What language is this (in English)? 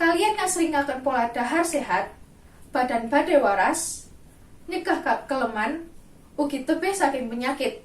Javanese